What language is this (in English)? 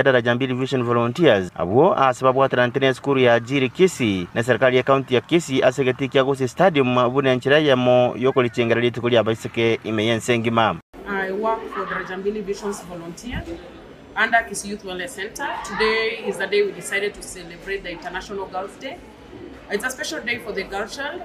Gusii